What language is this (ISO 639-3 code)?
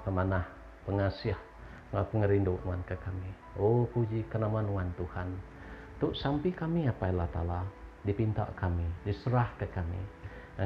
iba